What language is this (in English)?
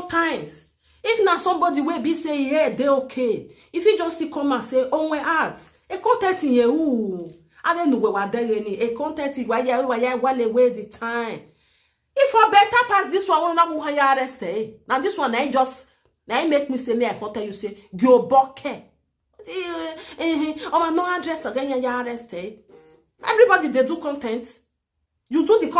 Nigerian Pidgin